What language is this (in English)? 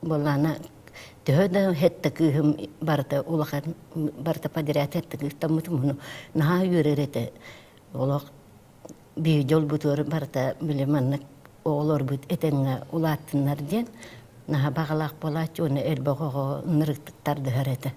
Yakut